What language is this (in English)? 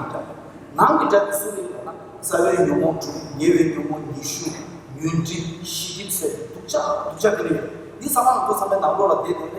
Tibetan